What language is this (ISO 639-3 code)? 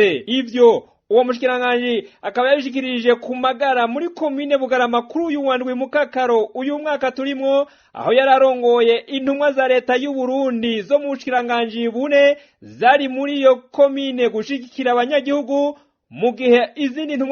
run